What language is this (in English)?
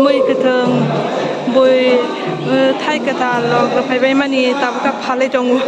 Kok Borok